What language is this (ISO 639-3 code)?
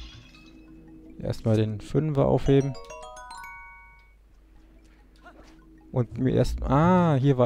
deu